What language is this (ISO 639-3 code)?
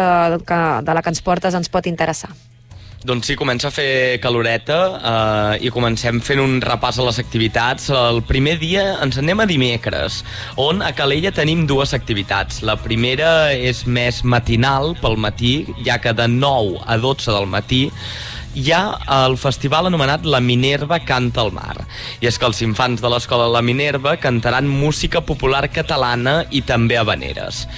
cat